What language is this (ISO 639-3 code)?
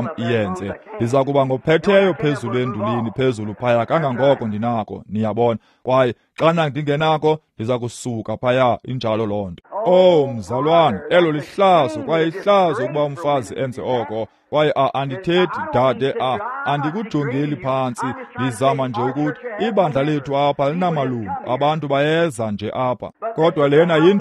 xho